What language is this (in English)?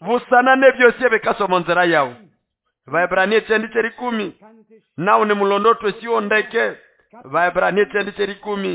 Nande